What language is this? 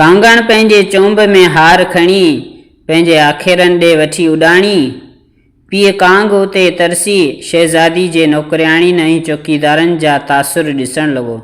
Sindhi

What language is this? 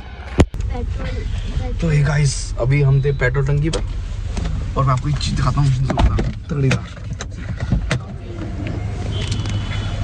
Hindi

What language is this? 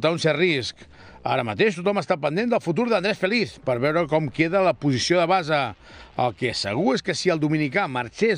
Catalan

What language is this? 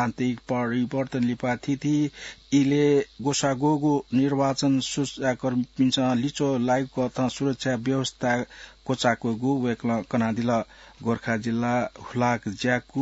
Newari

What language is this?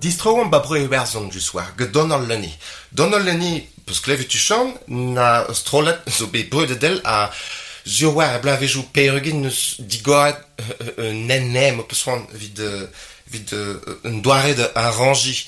Breton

